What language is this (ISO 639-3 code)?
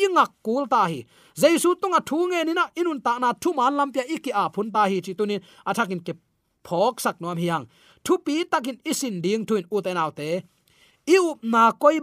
ctd